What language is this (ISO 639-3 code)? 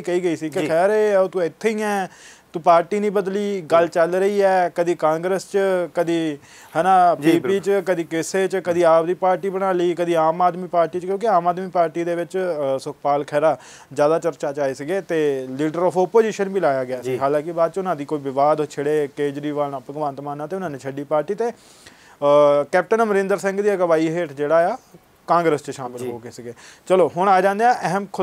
pan